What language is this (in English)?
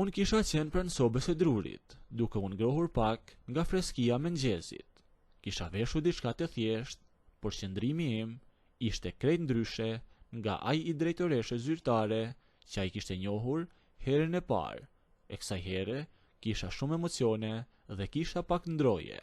Albanian